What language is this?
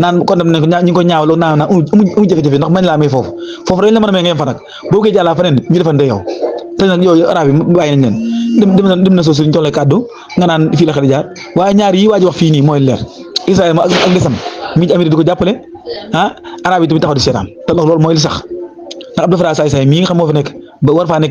Wolof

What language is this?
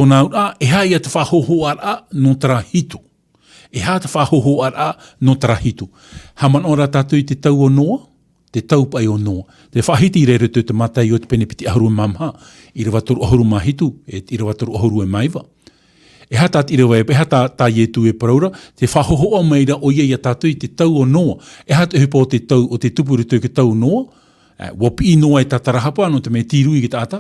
Tahitian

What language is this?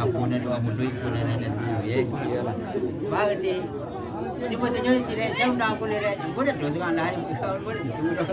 Minangkabau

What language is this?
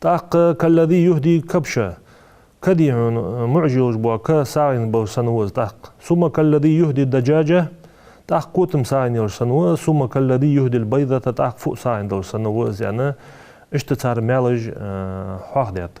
Ingush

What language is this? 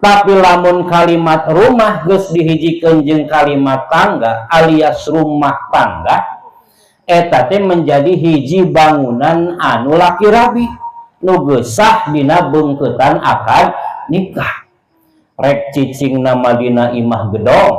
Sundanese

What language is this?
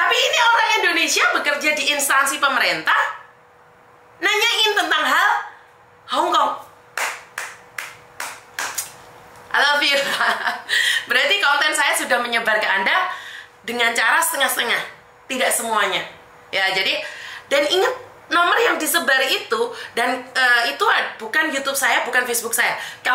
Indonesian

